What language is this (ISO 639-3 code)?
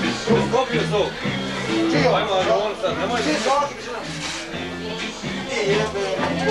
hrv